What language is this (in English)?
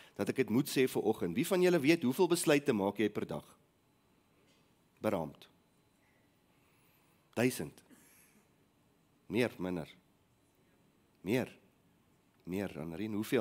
Afrikaans